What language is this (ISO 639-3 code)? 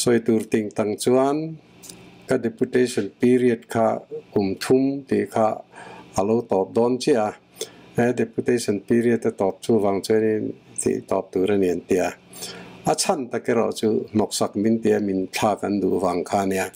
lus